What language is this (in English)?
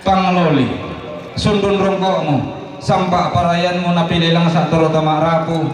Toraja-Sa'dan